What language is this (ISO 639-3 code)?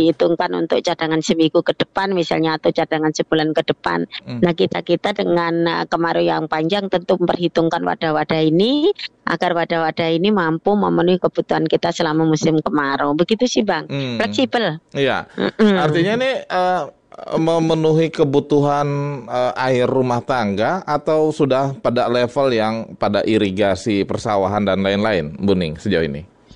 ind